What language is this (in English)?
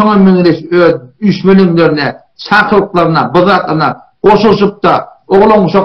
Turkmen